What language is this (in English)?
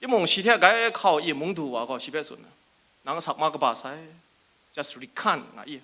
Kachin